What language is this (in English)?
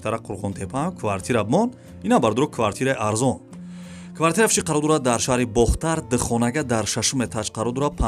Tajik